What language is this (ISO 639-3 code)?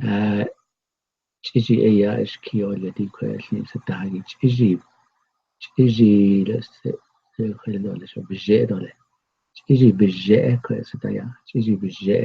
nav